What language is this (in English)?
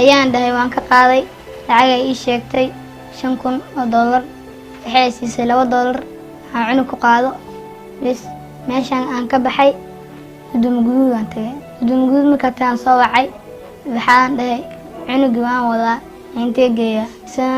Somali